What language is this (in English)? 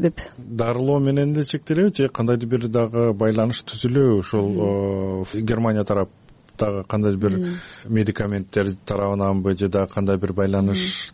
Kyrgyz